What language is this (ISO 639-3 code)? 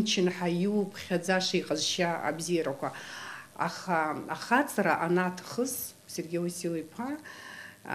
abk